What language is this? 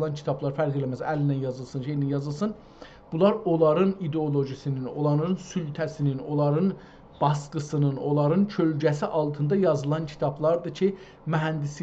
South Azerbaijani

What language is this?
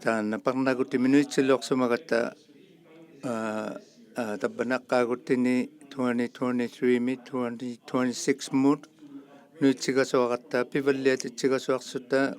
Inuktitut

